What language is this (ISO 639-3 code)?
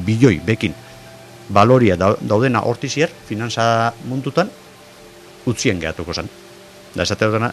eus